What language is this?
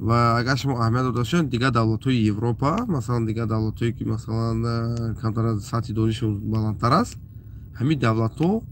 Tajik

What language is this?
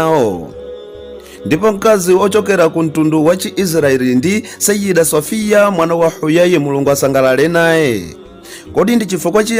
Nyanja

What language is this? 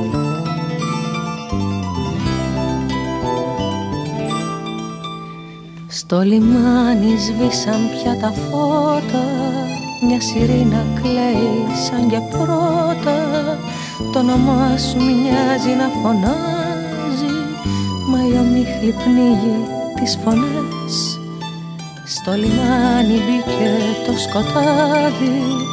Greek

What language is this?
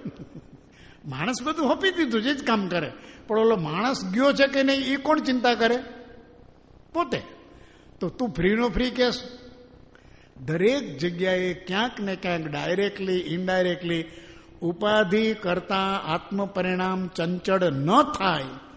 Gujarati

